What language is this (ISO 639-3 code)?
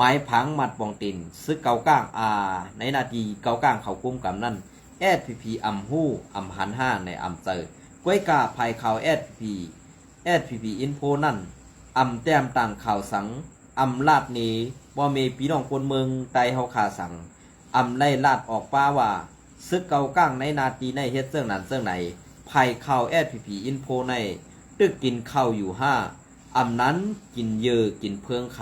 shn